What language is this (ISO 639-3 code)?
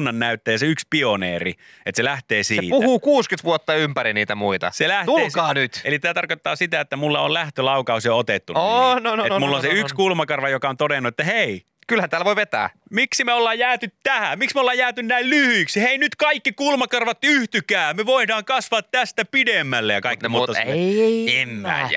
fin